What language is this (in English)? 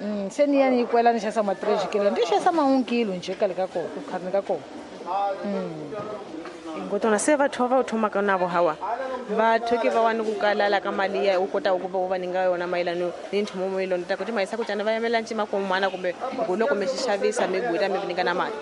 Tsonga